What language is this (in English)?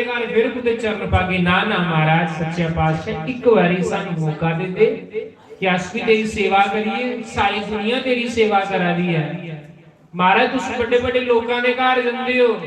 Dogri